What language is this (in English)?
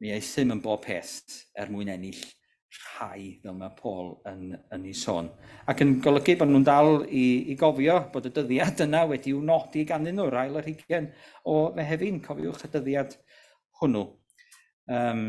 Welsh